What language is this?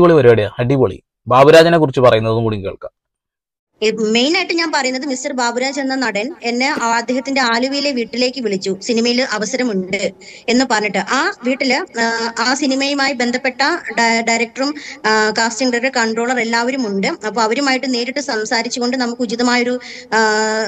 Malayalam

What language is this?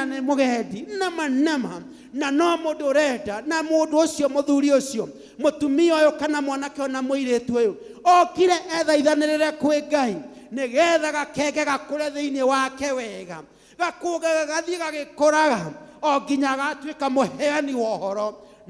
Kikuyu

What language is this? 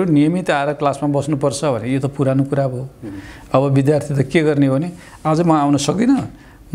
Nepali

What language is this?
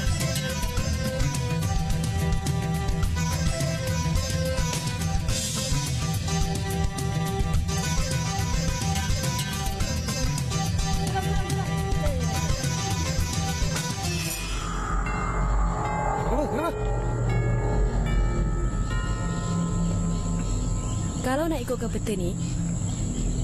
Malay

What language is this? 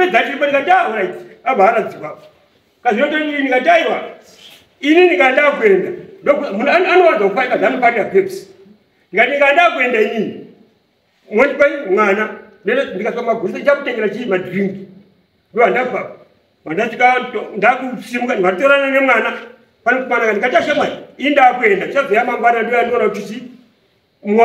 Shona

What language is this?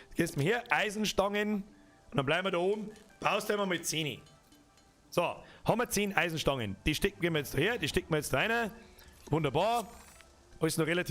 Bavarian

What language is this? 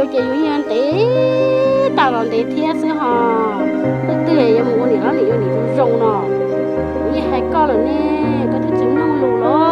Hmong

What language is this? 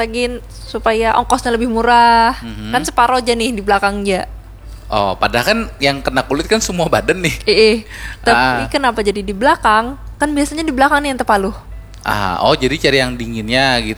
Banjar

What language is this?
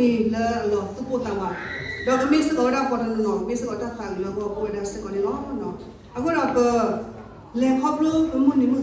S'gaw Karen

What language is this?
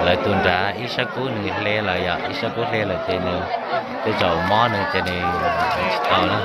Hmong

